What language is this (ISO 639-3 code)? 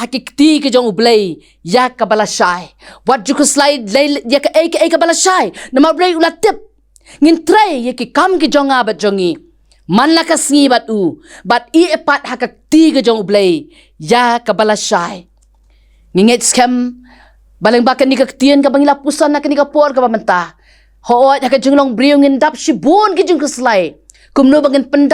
kha